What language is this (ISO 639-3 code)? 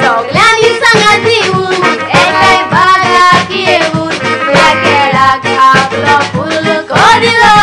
kok